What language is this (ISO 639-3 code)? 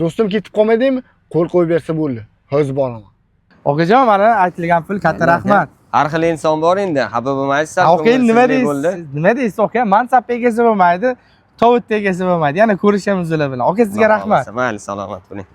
uzb